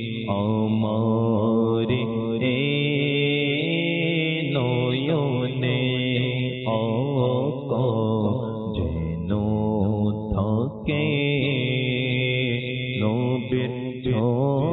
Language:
Bangla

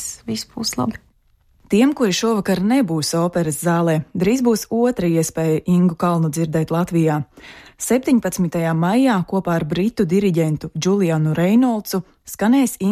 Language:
Latvian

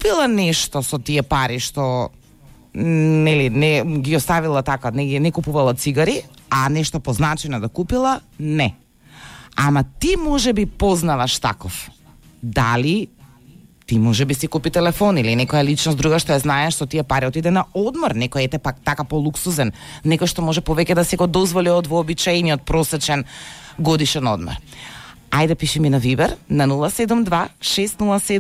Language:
Macedonian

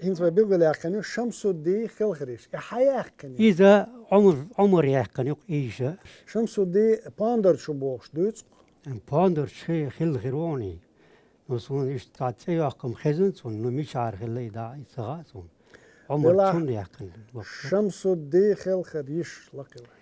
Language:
Chechen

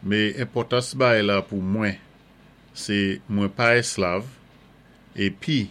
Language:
Saint Lucian Creole French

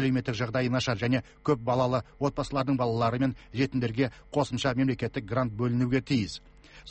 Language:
Kazakh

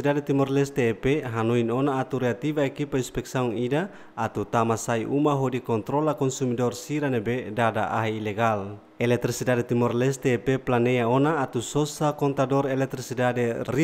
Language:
Tetum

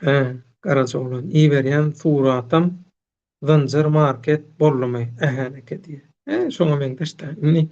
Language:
Turkmen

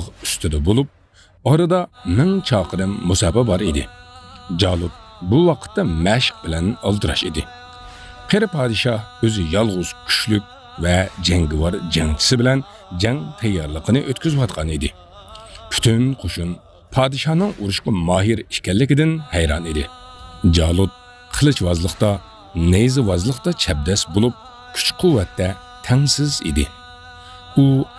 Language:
Uyghur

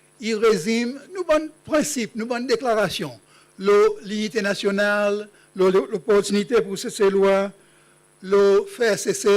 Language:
Seselwa Creole French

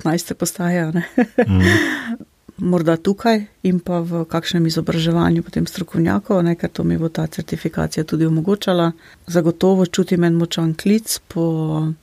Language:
Slovenian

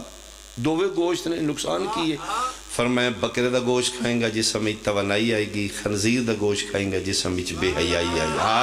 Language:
Pahari-Potwari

